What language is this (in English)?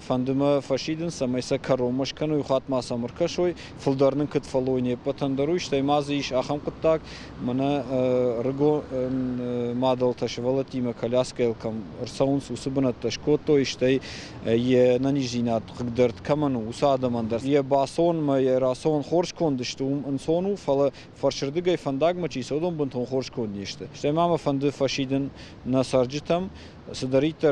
Ossetic